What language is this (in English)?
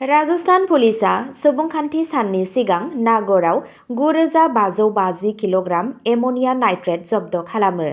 Bodo